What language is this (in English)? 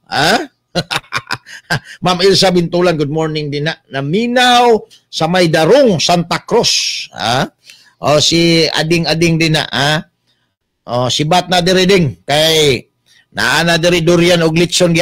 Cebuano